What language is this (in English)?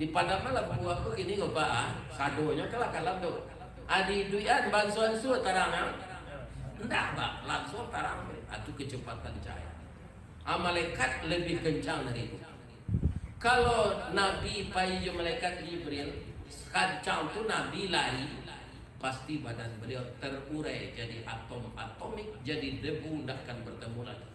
Minangkabau